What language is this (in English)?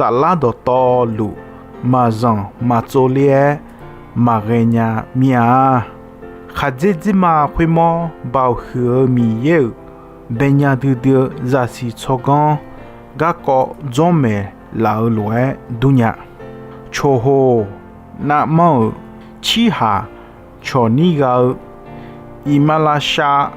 Akha